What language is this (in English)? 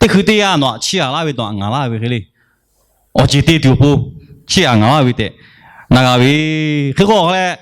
Lahu